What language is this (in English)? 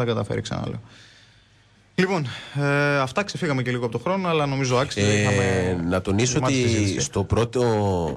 Greek